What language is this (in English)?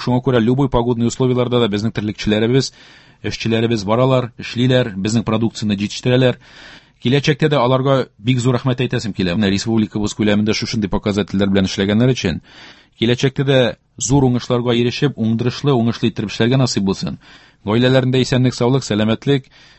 Tatar